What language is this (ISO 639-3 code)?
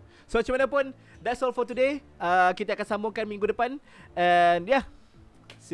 msa